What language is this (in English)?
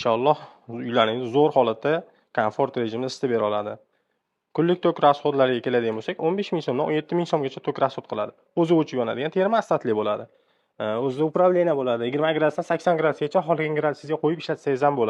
Uzbek